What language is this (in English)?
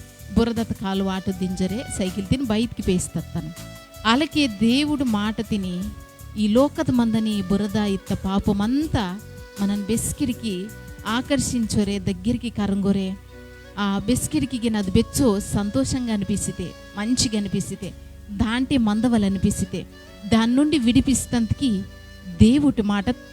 Koya